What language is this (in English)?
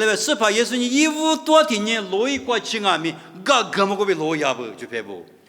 Lisu